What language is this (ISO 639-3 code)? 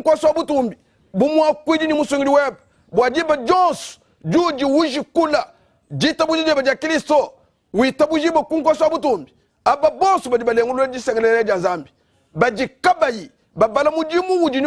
lua